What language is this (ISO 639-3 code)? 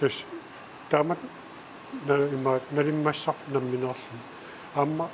kal